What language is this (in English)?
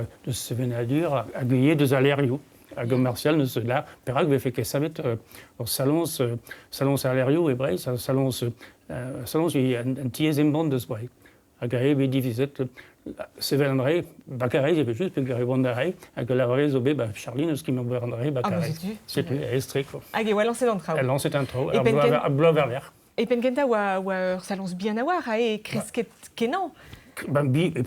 Breton